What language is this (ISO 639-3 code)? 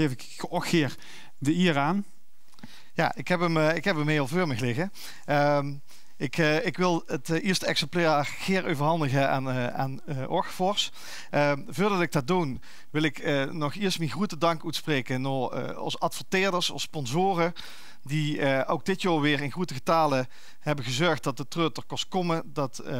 lim